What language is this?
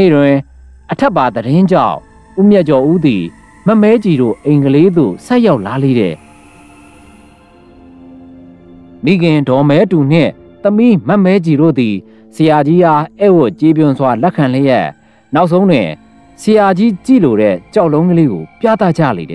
Burmese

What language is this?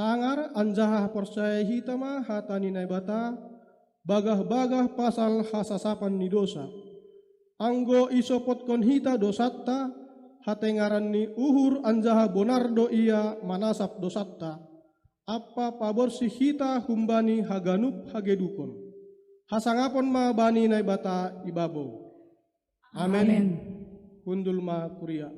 Batak Simalungun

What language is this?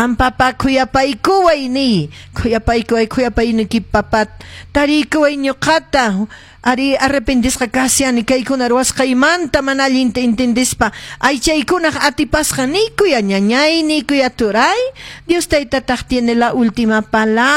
Quechua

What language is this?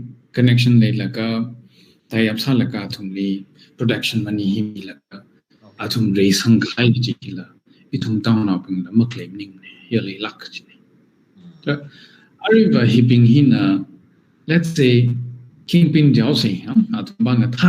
Tangkhul Naga (India)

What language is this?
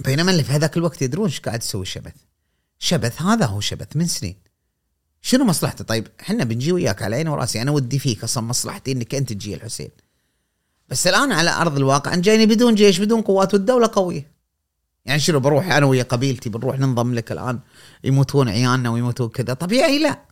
Gulf Arabic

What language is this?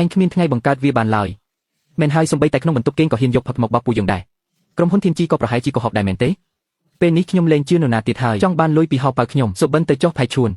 Khmer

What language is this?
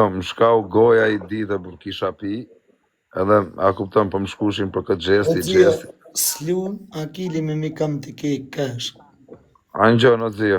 Albanian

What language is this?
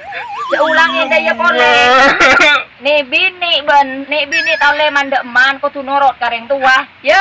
Madurese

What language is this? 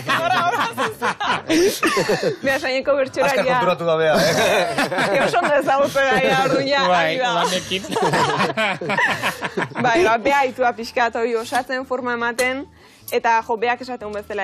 Basque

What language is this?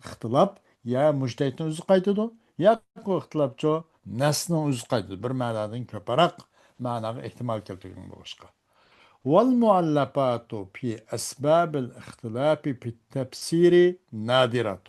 Uyghur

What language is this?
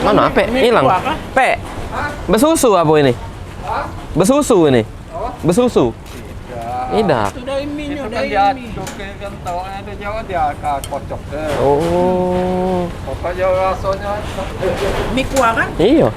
Musi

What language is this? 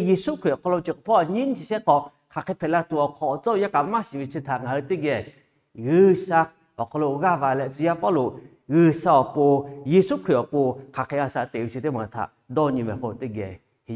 Lahu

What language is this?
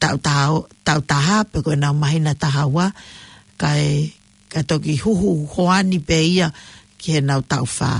Tongan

